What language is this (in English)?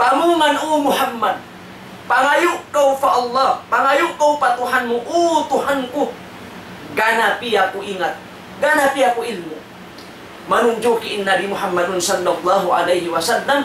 Tausug